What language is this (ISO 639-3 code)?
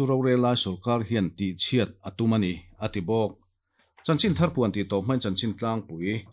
lus